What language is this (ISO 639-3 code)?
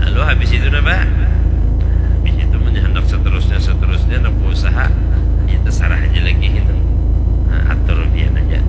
bjn